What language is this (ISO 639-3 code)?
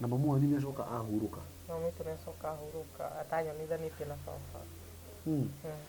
kik